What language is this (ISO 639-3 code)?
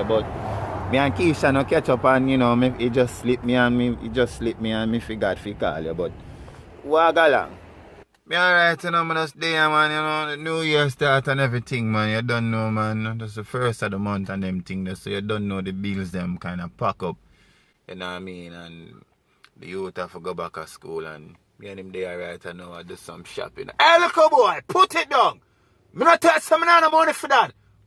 jam